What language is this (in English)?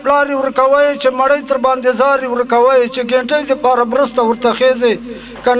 Pashto